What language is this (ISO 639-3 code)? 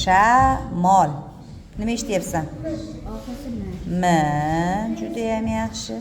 uzb